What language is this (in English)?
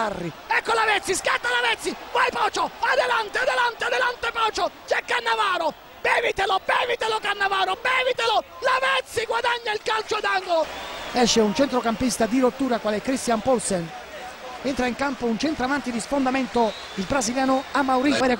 Italian